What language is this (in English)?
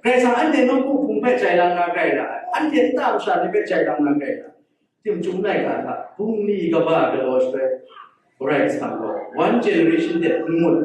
Kachin